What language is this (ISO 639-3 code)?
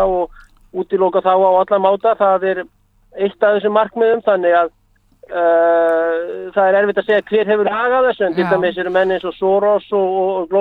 isl